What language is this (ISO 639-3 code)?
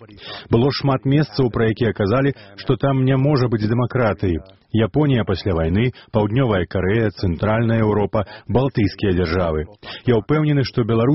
bel